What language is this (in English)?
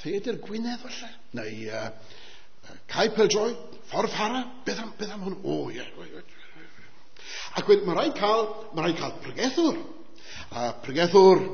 Welsh